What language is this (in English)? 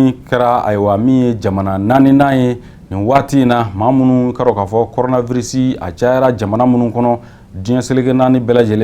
Bambara